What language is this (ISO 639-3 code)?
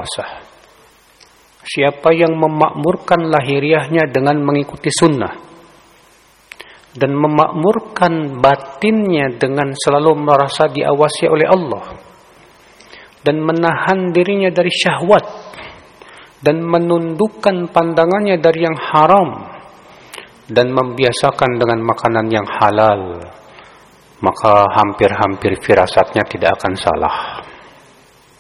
ind